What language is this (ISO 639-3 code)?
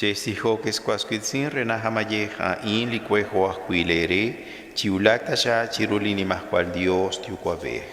kek